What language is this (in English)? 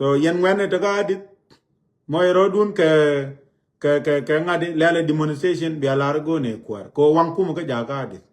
Nuer